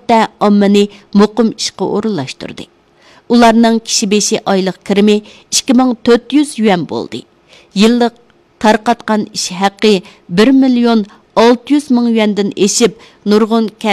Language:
Uyghur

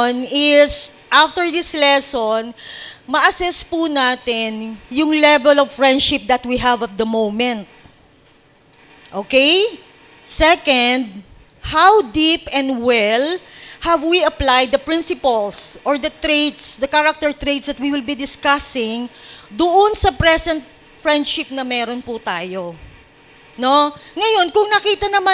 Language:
Filipino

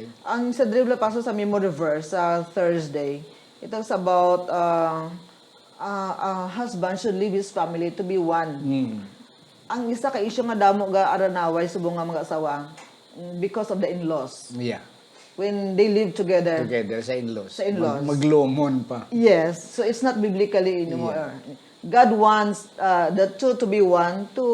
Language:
Hiligaynon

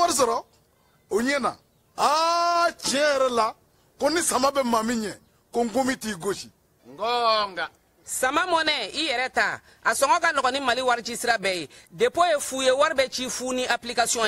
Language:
Bambara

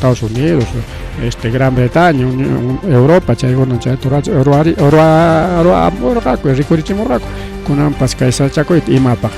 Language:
Ayacucho Quechua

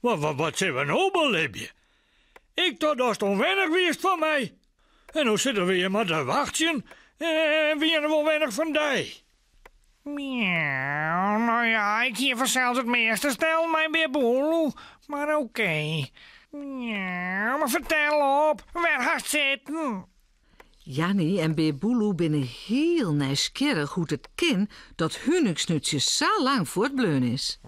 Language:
Western Frisian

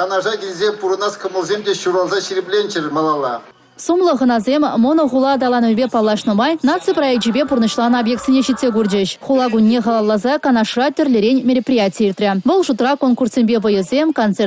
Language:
Chuvash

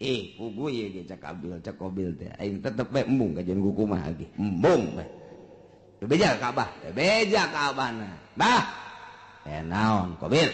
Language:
Sundanese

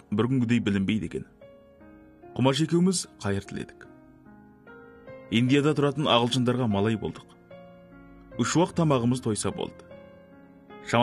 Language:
Kazakh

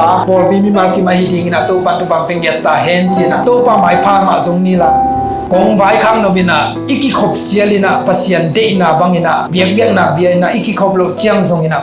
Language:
Tedim Chin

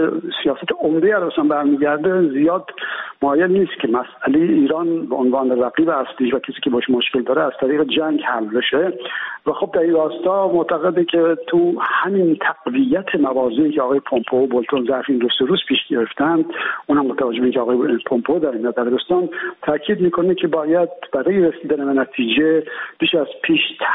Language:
Persian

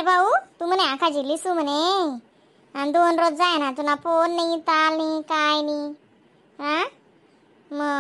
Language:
Khandesi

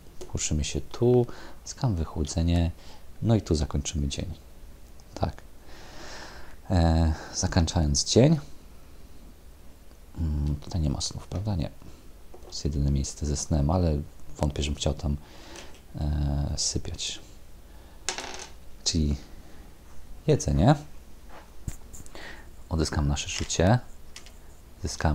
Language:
Polish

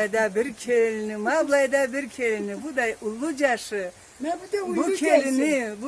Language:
Karachay-Balkar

